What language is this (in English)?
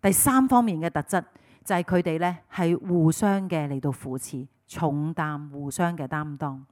Cantonese